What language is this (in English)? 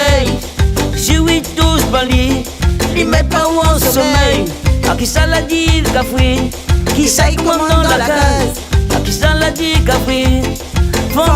Réunion Creole French